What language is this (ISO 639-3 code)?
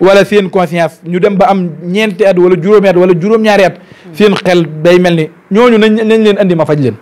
wol